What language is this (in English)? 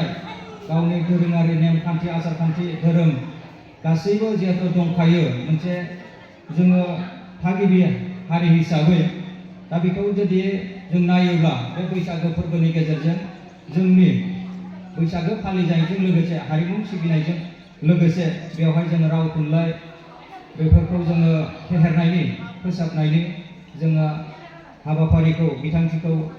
Bodo